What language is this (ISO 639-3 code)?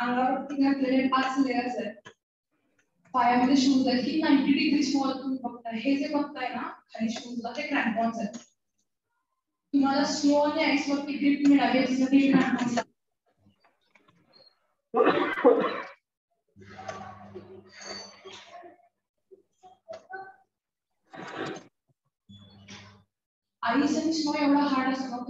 mar